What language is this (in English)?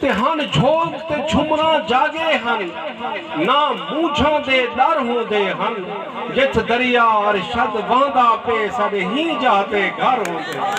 Saraiki